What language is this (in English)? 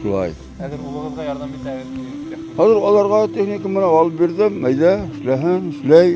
Bashkir